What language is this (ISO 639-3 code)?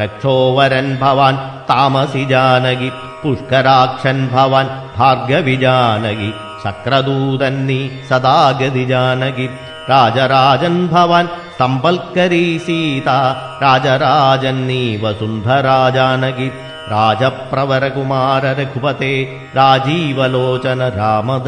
mal